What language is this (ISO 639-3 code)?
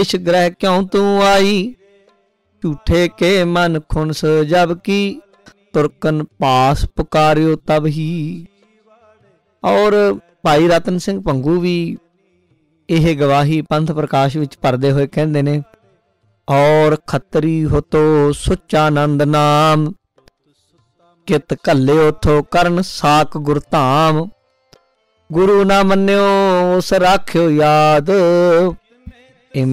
pan